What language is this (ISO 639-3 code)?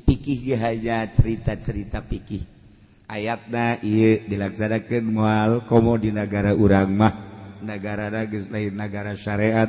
sun